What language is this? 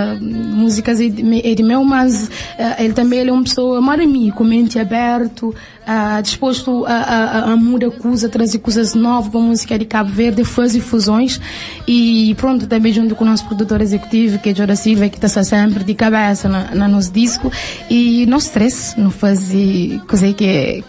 Kabuverdianu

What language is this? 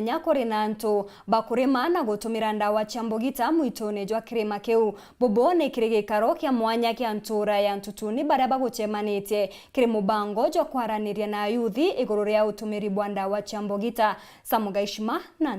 Meru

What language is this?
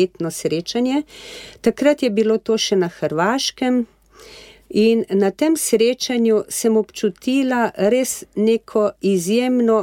Slovenian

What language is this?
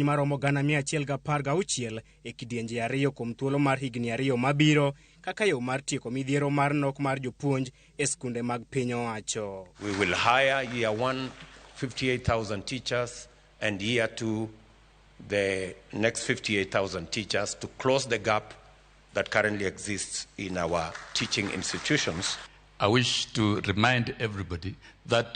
Luo (Kenya and Tanzania)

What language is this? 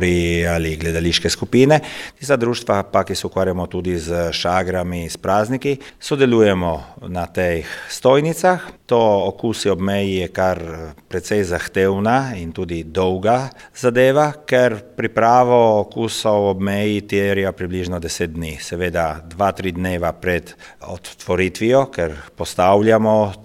Slovenian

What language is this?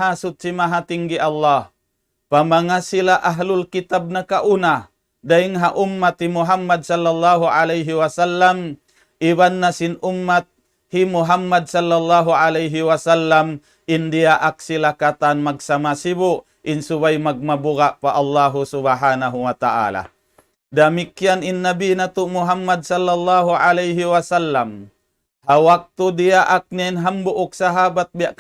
Tausug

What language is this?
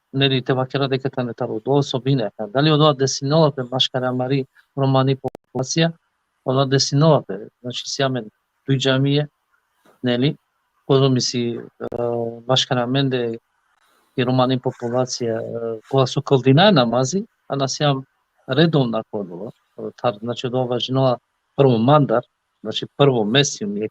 Balkan Romani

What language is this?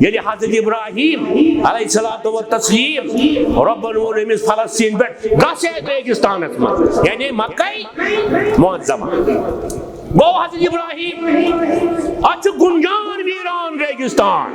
Kashmiri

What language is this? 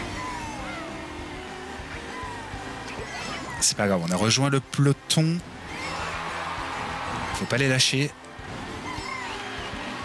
French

